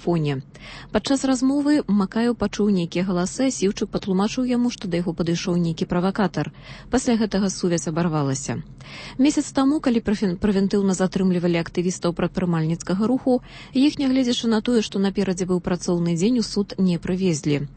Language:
Belarusian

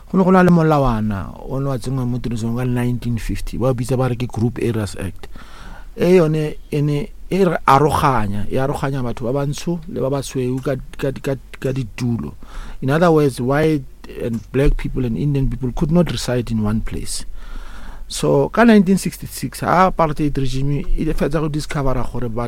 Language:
Northern Sotho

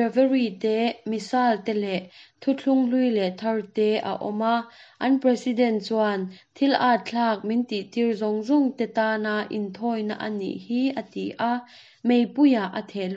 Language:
Mizo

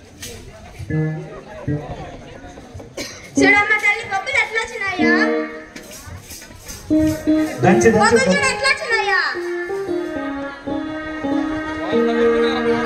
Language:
Telugu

